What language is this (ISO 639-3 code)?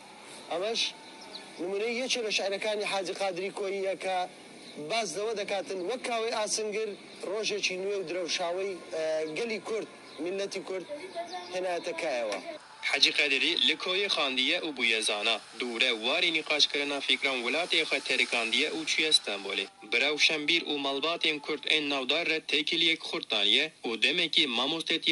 kur